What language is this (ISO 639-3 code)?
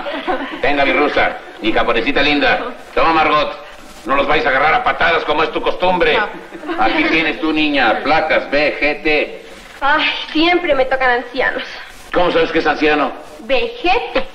spa